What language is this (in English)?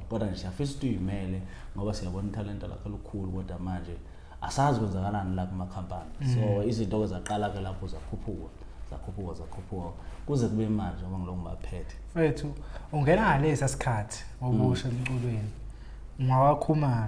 Zulu